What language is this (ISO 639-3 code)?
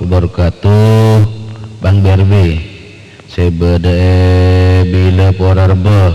mad